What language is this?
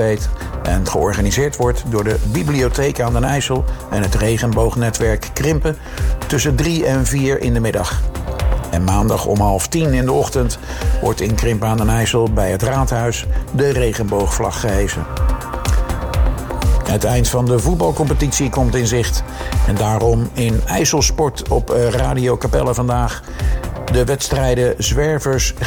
Dutch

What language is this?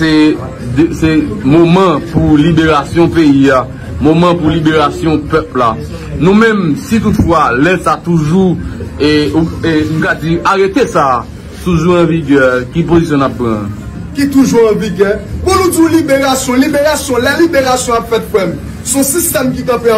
Haitian Creole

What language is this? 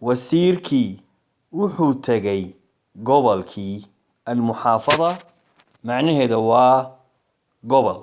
Somali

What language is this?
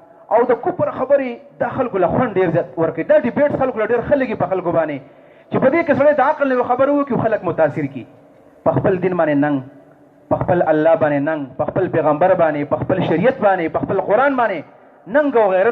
Pashto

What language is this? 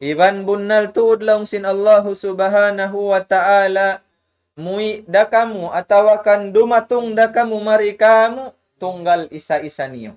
Tausug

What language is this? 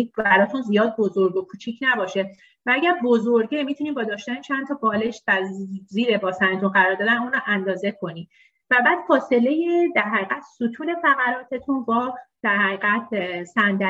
Persian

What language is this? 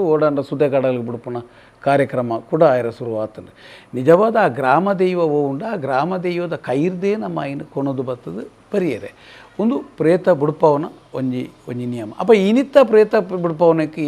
Tulu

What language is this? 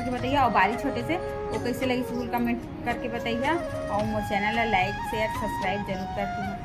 Chhattisgarhi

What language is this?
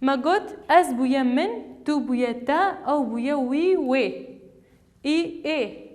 Kurdish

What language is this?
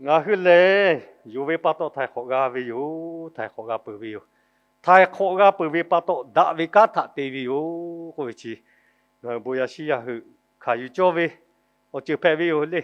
Lahu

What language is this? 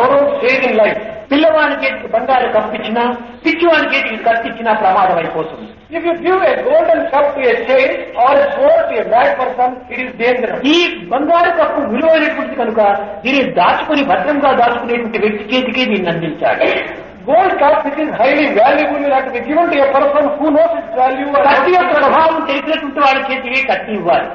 Telugu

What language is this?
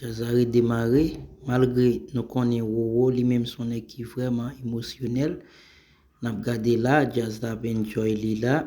Haitian Creole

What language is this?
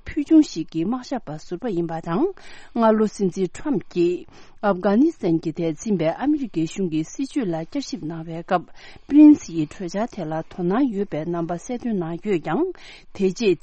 Tibetan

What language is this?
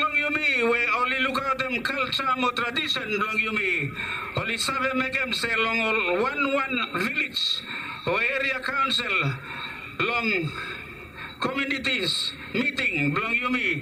Bislama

